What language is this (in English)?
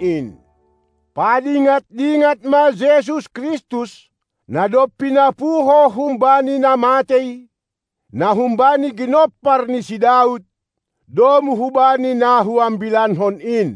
Batak Simalungun